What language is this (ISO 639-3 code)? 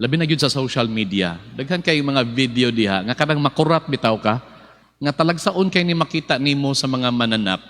ceb